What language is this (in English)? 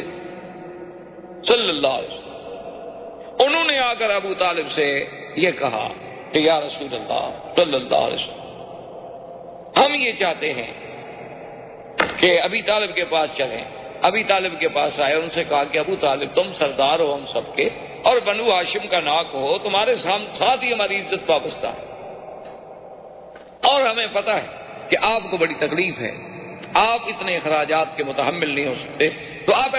Urdu